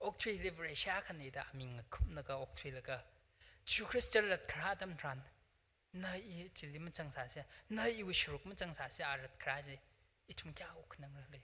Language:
Tangkhul Naga (India)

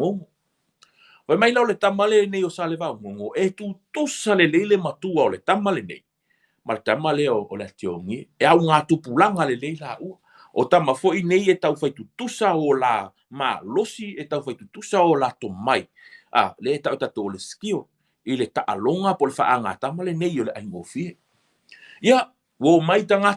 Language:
Samoan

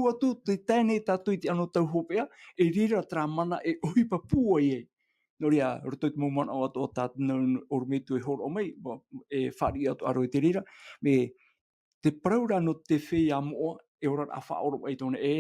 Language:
Tahitian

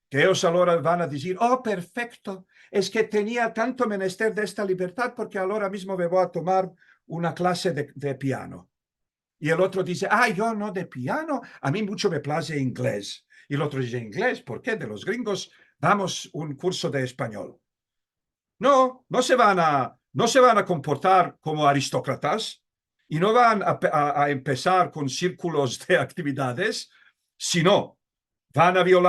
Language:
Ladino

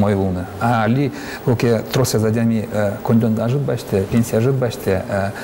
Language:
Udmurt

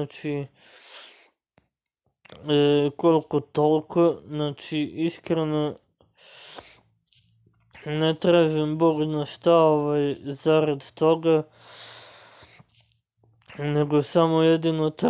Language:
Serbian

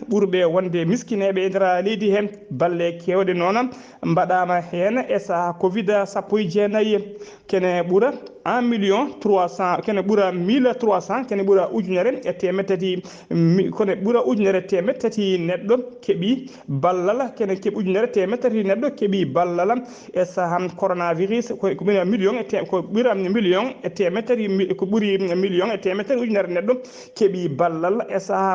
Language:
Fula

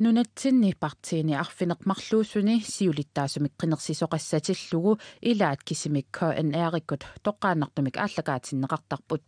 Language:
Kalaallisut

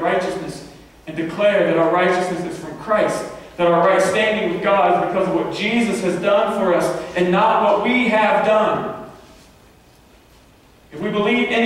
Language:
English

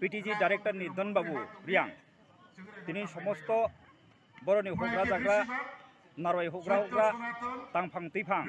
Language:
Kok Borok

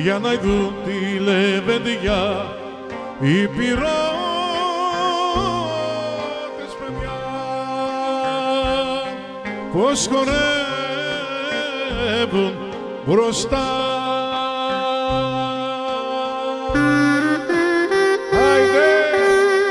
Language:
Greek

